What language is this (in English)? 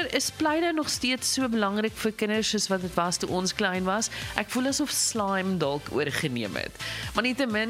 Afrikaans